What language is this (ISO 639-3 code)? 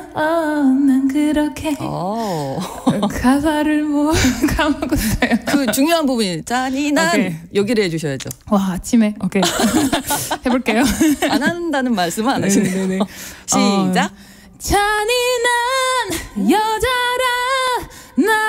kor